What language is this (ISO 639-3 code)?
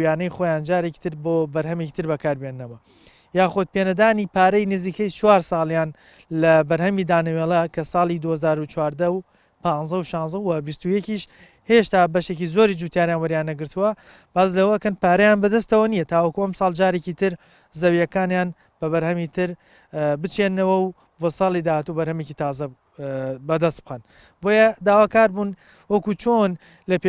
ckb